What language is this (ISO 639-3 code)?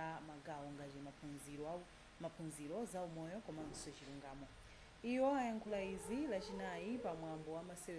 nya